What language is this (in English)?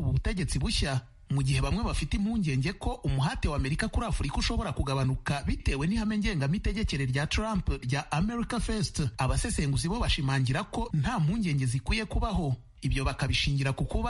Kinyarwanda